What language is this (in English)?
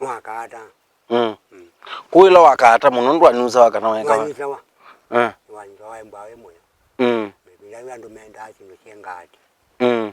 Kamba